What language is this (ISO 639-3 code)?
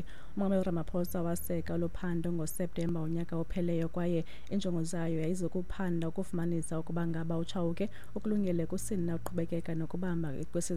xho